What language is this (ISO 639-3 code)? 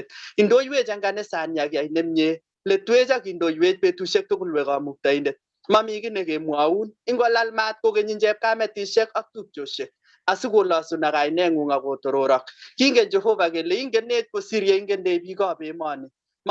kln